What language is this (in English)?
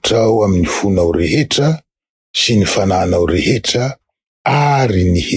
Malagasy